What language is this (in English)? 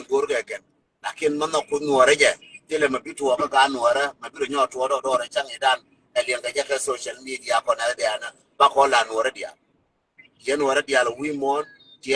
Nuer